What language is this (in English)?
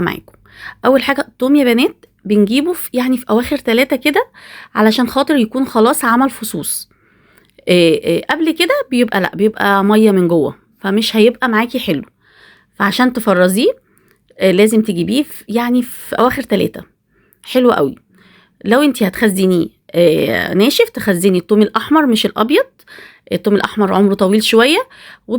Egyptian Arabic